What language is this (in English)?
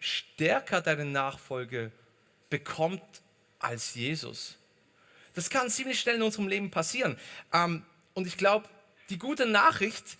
Swiss German